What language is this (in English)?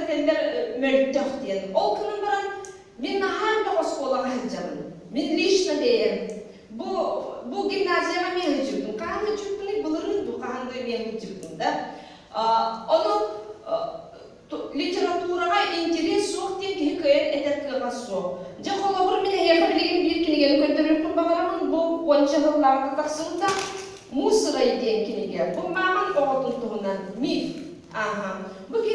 Yakut